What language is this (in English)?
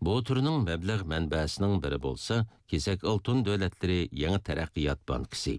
Uyghur